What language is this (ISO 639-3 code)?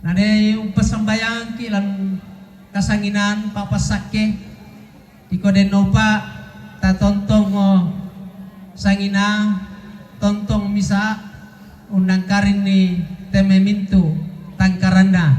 sda